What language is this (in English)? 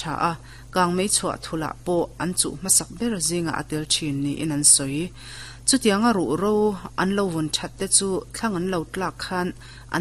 Mizo